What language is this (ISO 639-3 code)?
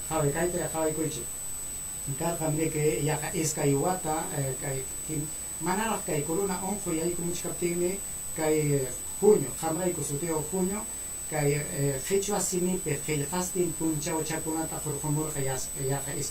quy